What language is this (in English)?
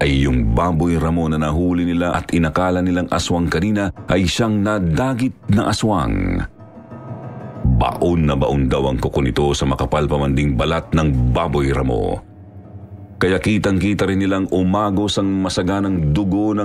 Filipino